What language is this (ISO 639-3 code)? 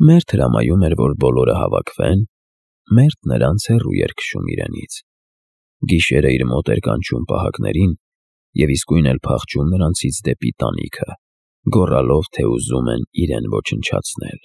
hye